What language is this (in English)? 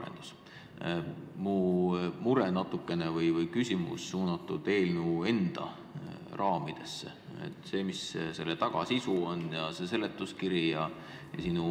Estonian